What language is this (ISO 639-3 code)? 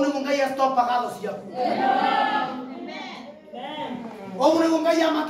kik